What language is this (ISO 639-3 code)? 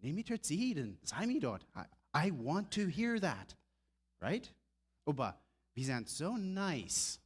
pdt